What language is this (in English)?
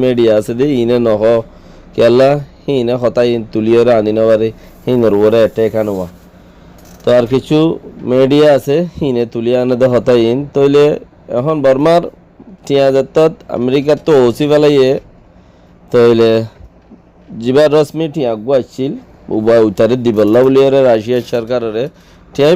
Rohingya